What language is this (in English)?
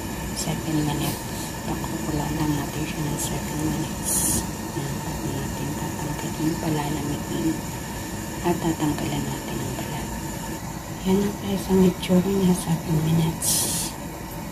Filipino